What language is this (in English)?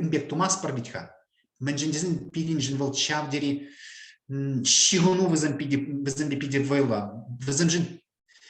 Chuvash